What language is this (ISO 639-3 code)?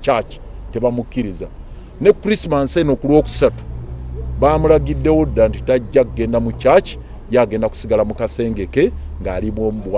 lug